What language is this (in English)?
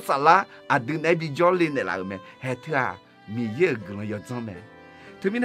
Akha